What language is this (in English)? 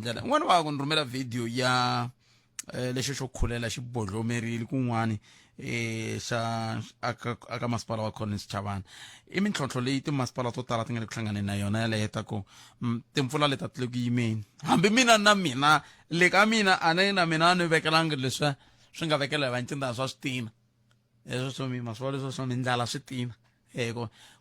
Tsonga